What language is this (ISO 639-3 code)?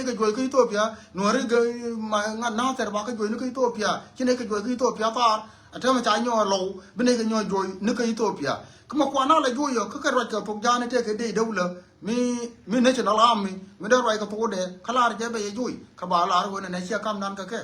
nus